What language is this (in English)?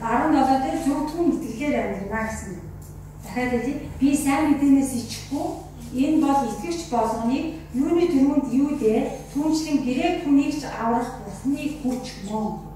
Mongolian